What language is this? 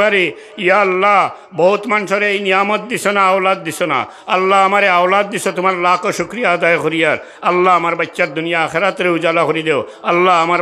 Sylheti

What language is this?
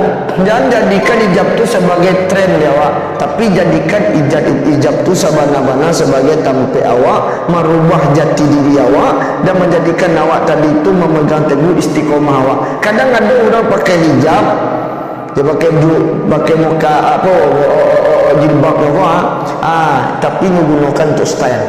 Minangkabau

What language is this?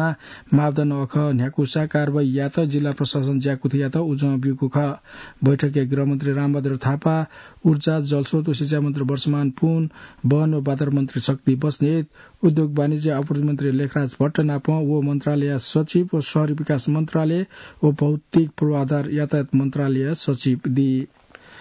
Newari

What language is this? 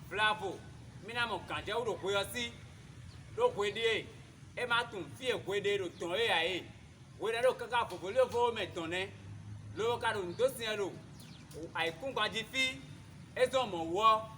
Fon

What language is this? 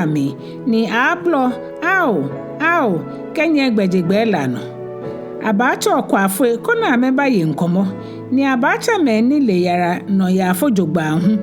Ga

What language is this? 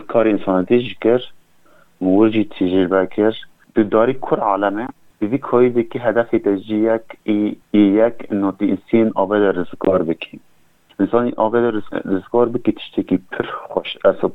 Kurdish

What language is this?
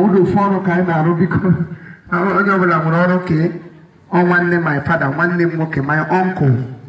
Igbo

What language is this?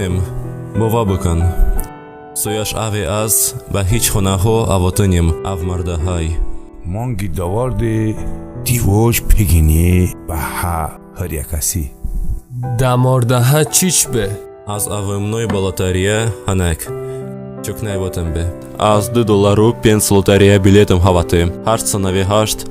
Talysh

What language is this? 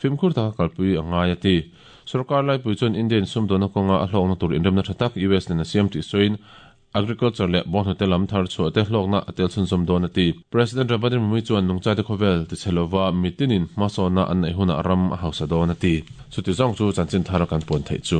Mizo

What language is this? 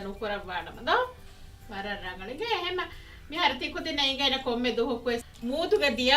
Divehi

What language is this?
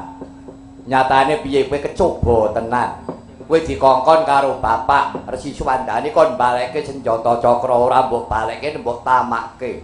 Javanese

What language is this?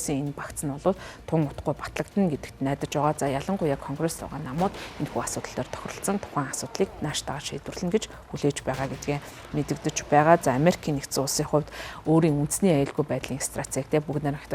Mongolian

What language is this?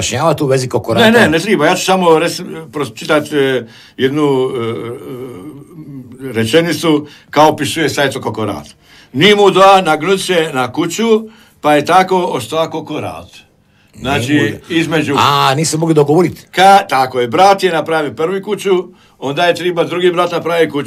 Croatian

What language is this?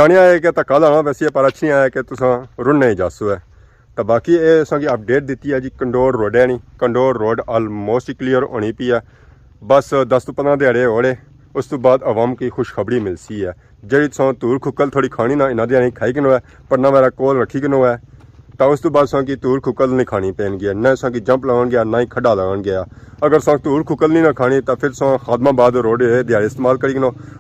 Pahari-Potwari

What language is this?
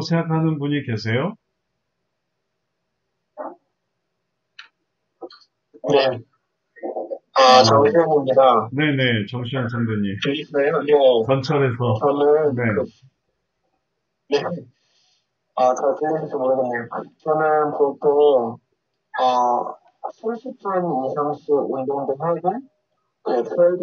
Korean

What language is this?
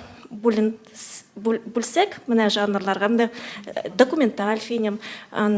Tatar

